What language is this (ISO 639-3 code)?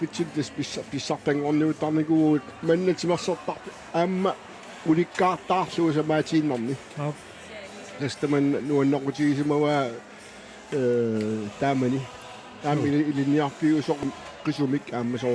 kal